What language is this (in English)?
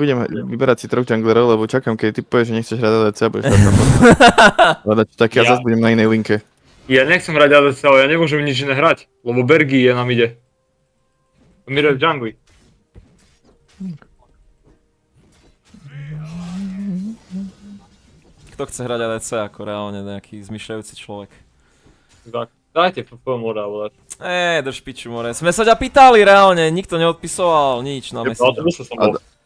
Slovak